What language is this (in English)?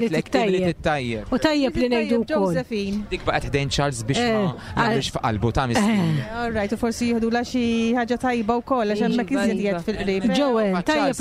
Maltese